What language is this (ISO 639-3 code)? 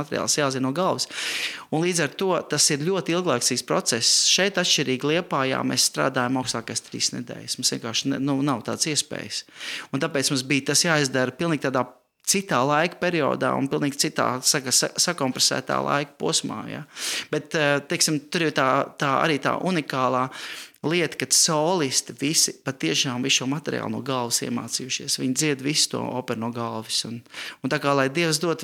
lav